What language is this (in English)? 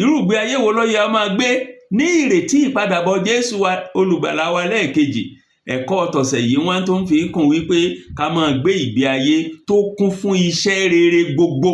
Yoruba